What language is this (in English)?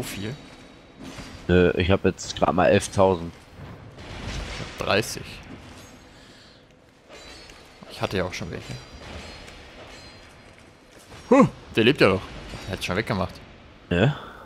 German